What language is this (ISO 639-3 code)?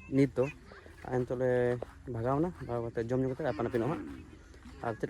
sat